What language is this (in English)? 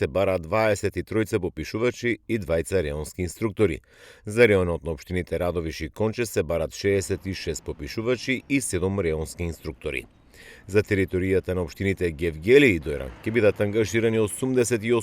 Macedonian